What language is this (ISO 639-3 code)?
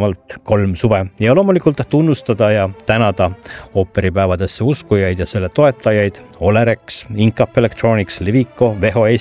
est